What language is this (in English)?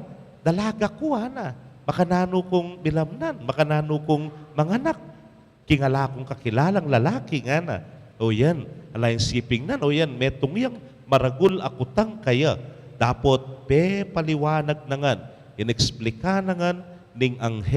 Pampanga